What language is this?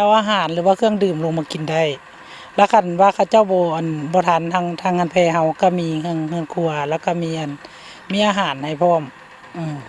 Lao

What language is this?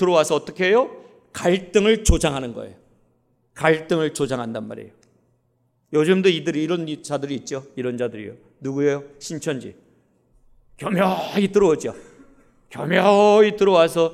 Korean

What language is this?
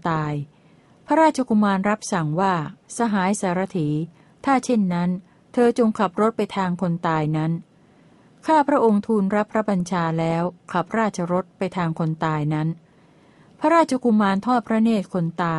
Thai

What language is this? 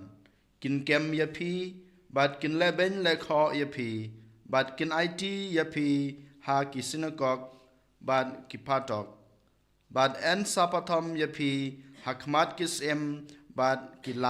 Khasi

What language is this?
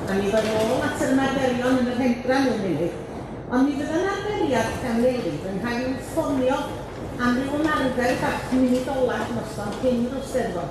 Welsh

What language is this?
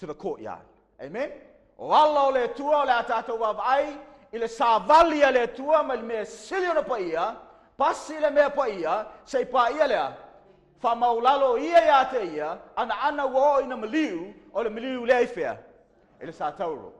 Samoan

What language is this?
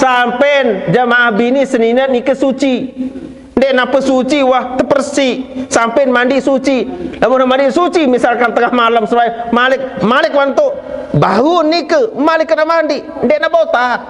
Sasak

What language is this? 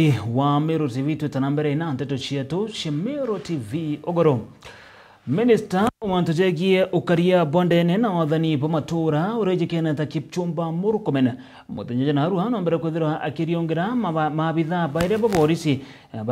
Meru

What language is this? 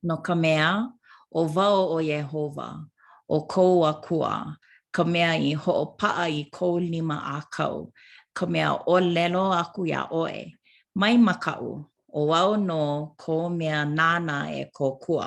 Hawaiian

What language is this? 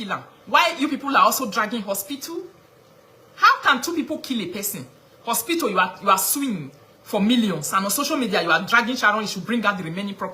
Nigerian Pidgin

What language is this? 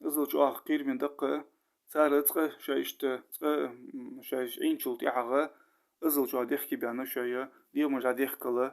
Ingush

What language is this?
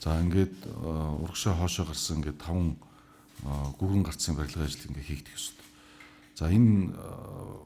Mongolian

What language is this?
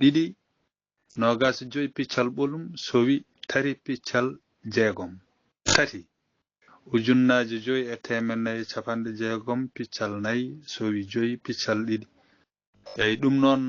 Fula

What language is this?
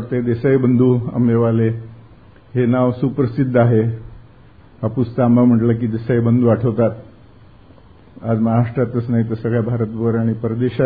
Marathi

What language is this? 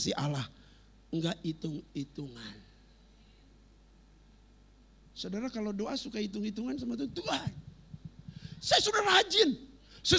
Indonesian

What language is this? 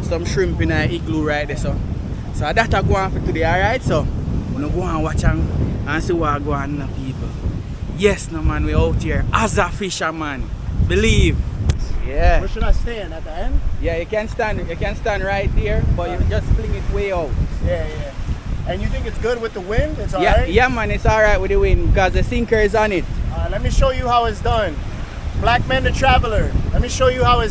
Jamaican Creole English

